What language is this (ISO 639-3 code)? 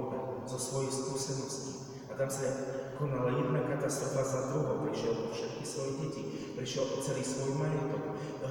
slk